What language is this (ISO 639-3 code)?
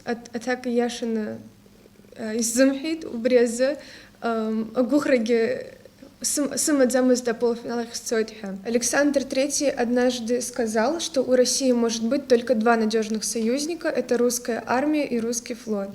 abk